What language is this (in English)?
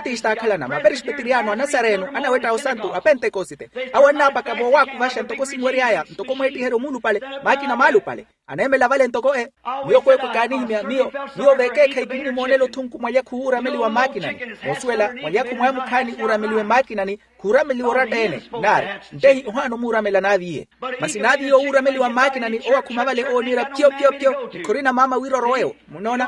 Makhuwa